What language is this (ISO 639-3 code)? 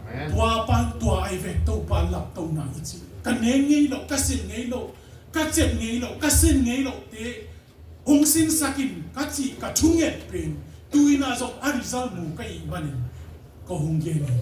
ctd